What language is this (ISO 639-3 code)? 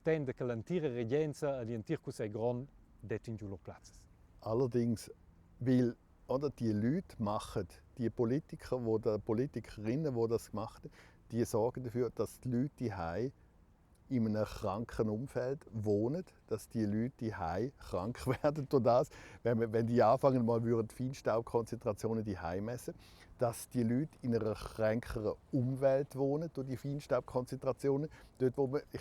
roh